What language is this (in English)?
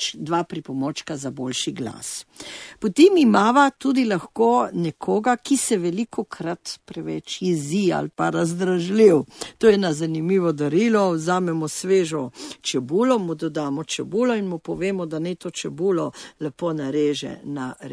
Slovenian